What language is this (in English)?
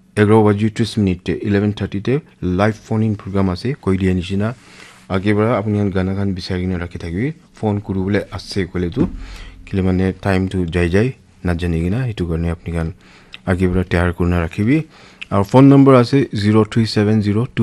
Naga Pidgin